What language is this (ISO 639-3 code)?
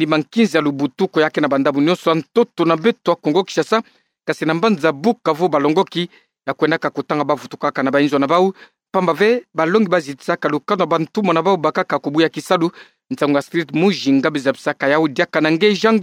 ktu